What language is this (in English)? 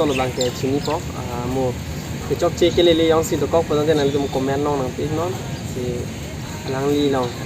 Karbi